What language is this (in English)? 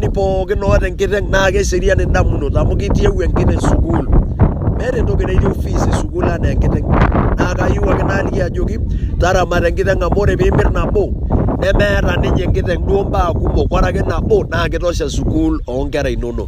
Masai